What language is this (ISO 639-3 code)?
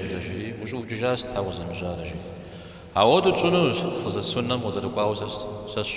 kbd